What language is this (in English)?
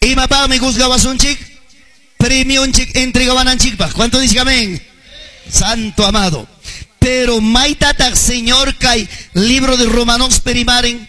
Ayacucho Quechua